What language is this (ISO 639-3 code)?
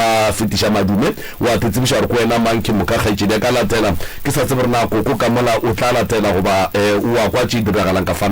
nso